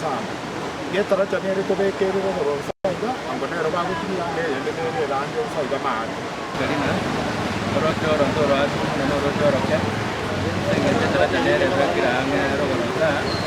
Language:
Gusii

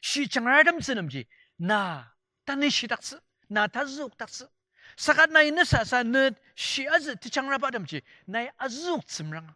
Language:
Ao Naga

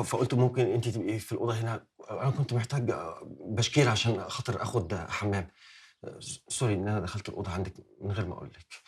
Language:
Egyptian Arabic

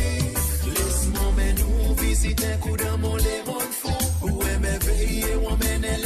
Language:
Morisyen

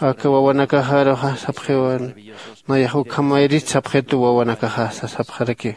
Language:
Aymara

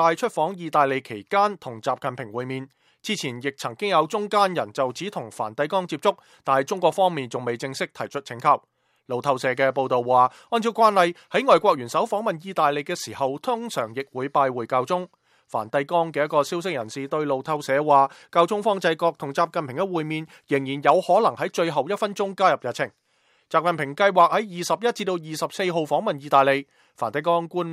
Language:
Cantonese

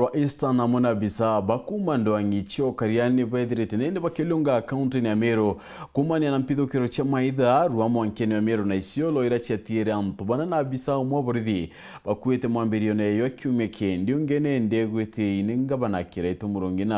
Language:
Meru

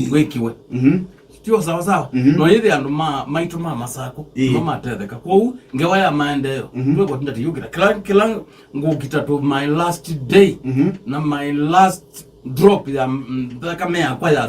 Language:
Kamba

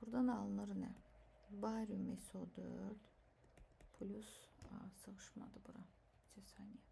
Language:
Azerbaijani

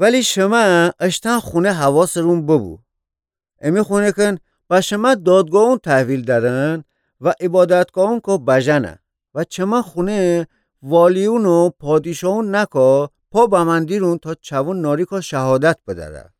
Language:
Gilaki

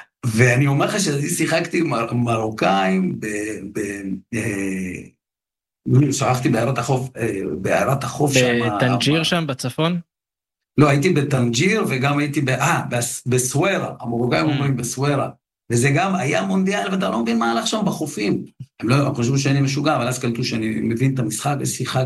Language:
Hebrew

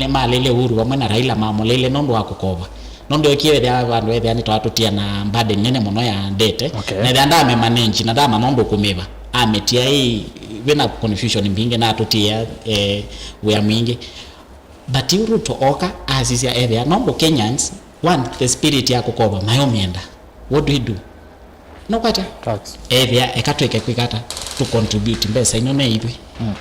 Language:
Kamba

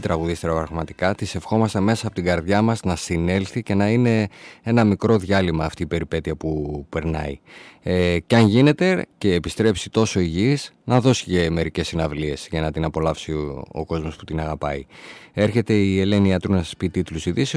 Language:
Greek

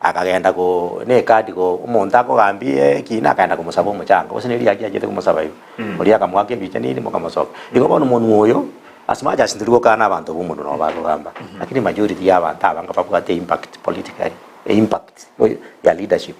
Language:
Gusii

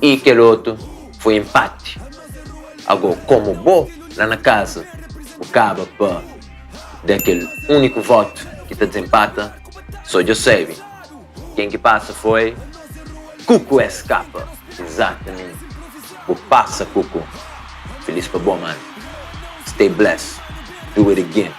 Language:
Kabuverdianu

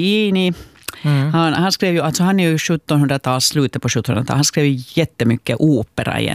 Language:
Swedish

